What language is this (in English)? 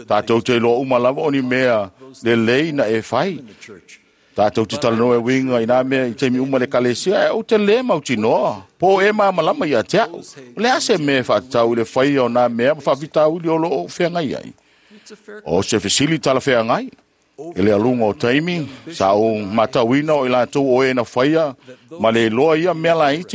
Samoan